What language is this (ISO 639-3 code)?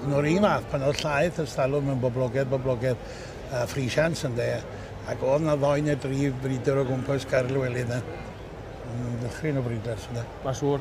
cym